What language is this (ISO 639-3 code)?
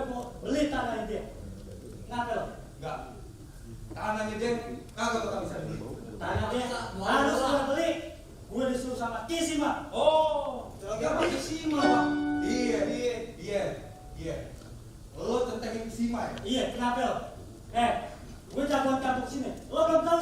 bew